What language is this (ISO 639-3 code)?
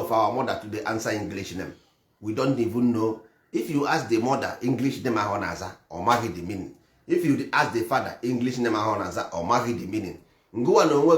ibo